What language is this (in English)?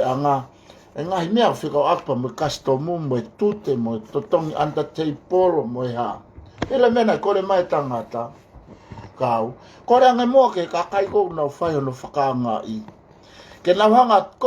Tongan